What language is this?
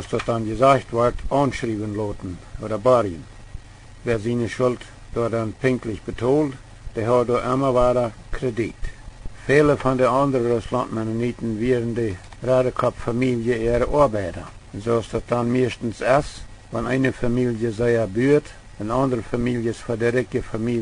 Plautdietsch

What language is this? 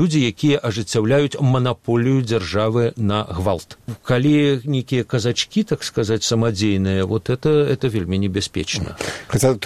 Belarusian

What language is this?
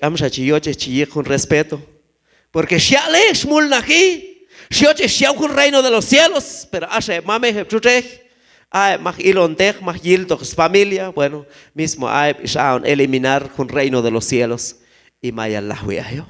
Q'anjob'al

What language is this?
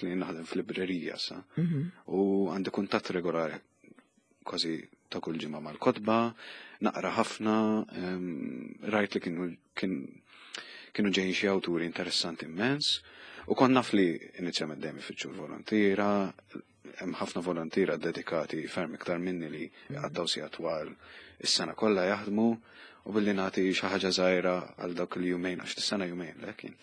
Maltese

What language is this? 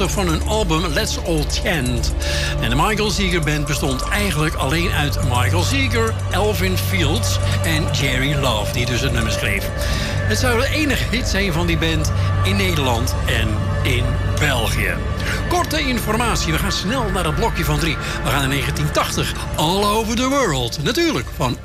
Dutch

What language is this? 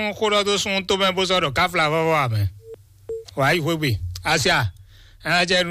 Fon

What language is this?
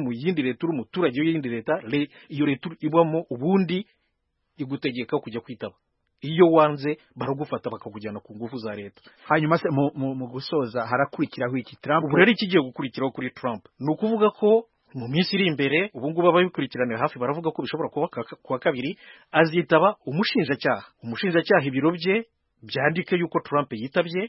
Kinyarwanda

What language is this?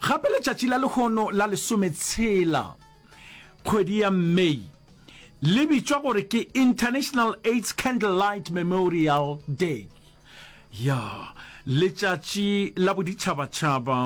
Northern Sotho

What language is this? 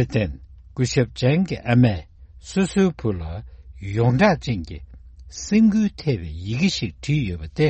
Tibetan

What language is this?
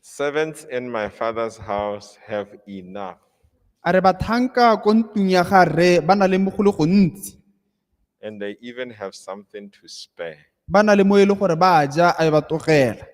Tswana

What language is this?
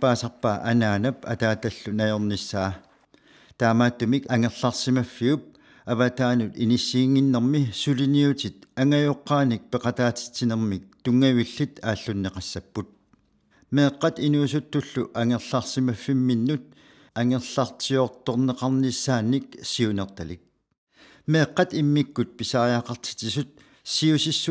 Kalaallisut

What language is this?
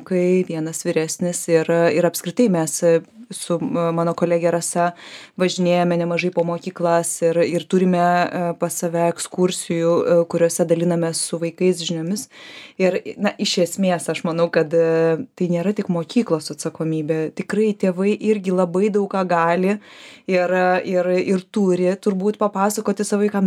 Lithuanian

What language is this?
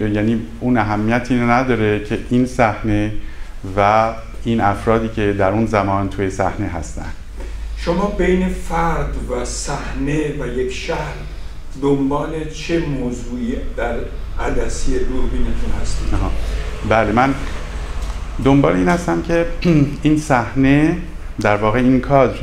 Persian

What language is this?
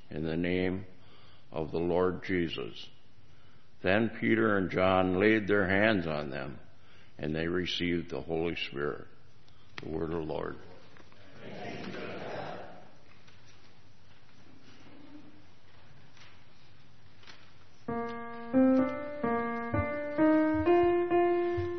English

